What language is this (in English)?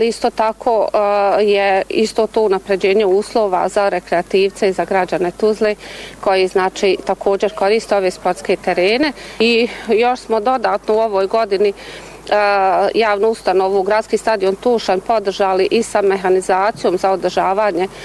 Bosnian